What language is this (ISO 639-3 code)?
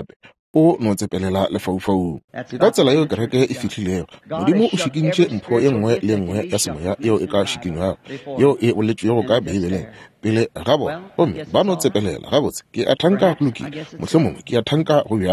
nso